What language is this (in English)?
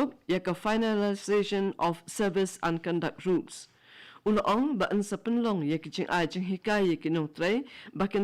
Khasi